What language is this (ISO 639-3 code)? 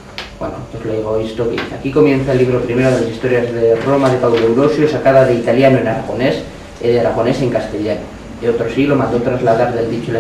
arg